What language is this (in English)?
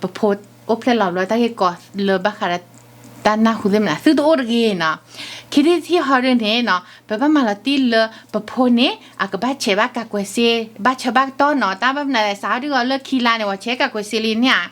S'gaw Karen